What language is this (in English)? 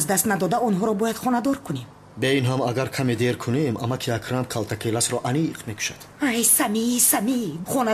Tajik